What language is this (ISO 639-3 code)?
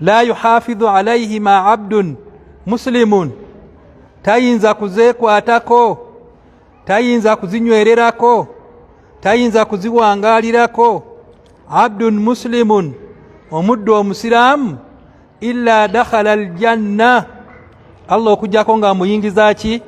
lug